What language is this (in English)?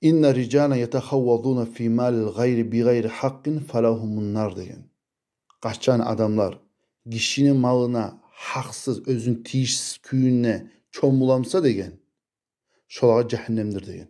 Kumyk